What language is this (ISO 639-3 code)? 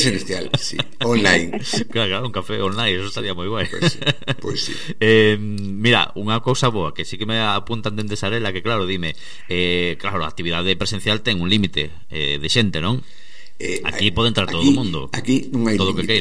glg